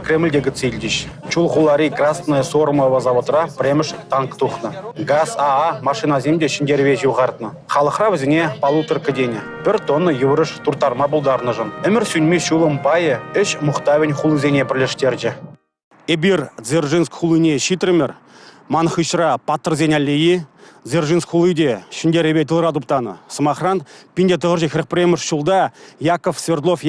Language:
Chuvash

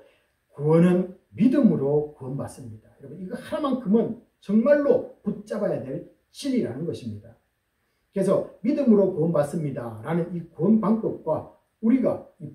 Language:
Korean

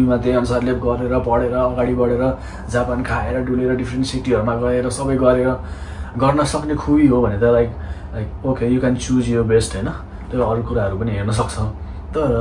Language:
Nepali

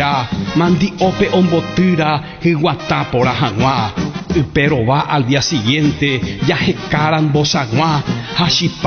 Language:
Guarani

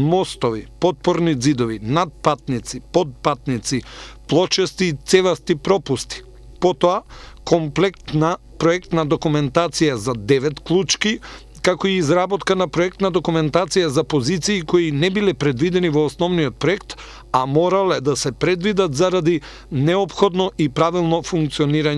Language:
Macedonian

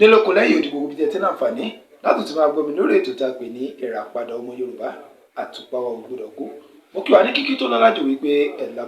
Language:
Yoruba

